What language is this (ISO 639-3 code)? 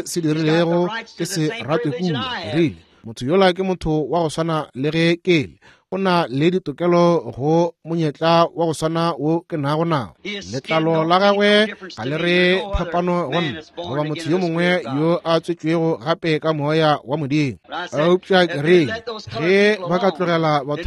nso